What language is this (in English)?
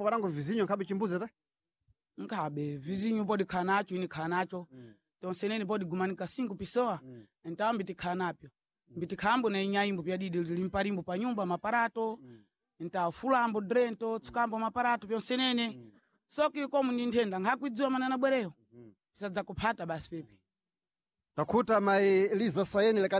Sena